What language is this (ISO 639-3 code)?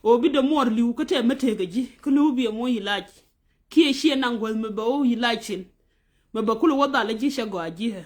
nus